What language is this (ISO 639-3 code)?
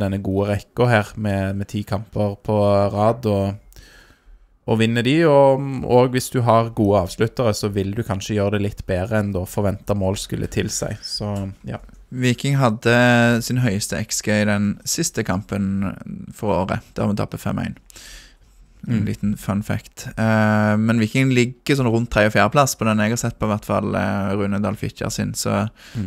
nor